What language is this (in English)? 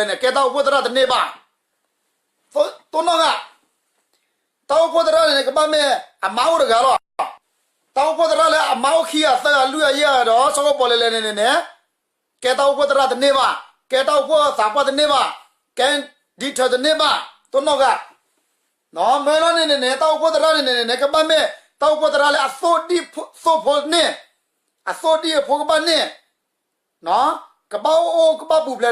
S'gaw Karen